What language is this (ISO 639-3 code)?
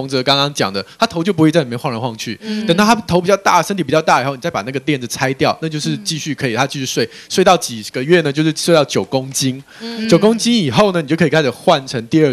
zho